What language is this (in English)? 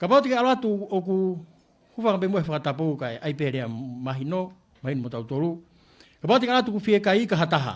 Tongan